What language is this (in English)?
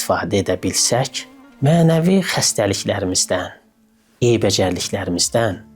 Azerbaijani